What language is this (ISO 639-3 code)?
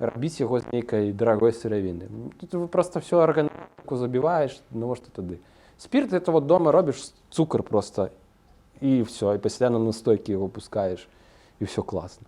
bel